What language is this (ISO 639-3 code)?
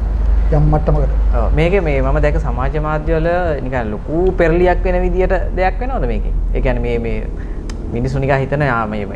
sin